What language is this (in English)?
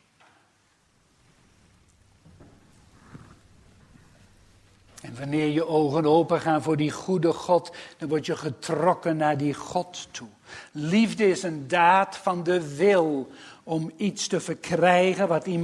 Dutch